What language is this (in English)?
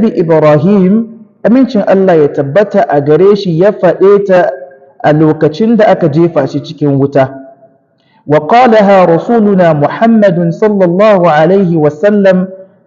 Hausa